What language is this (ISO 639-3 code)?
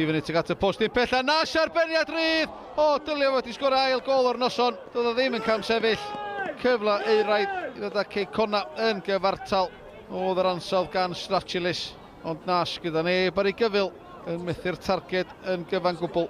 cym